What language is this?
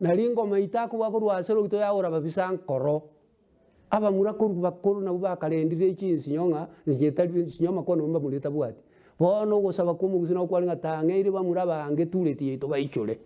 Gusii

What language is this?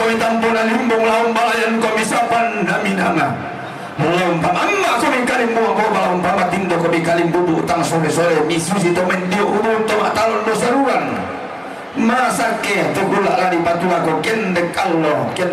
Toraja-Sa'dan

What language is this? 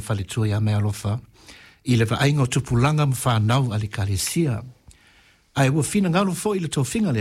Samoan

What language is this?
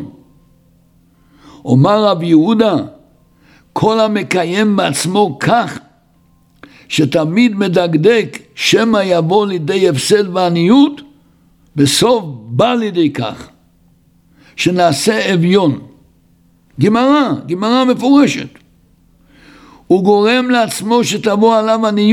Hebrew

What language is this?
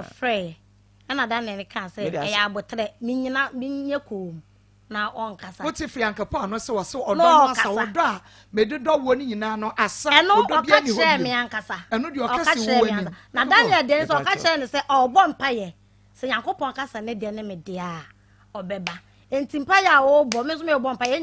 Akan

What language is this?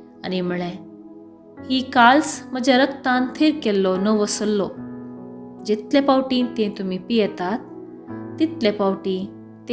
Konkani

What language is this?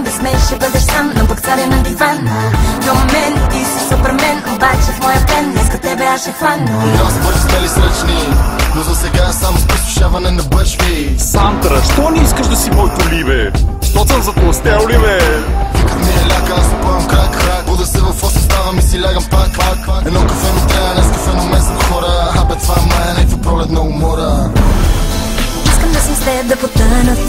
Bulgarian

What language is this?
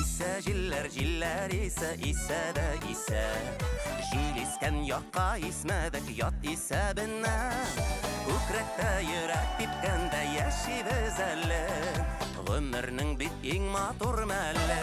Bashkir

